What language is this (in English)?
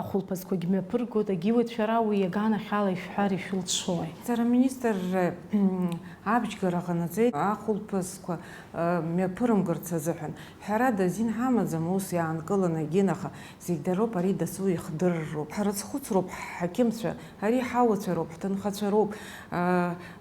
Abkhazian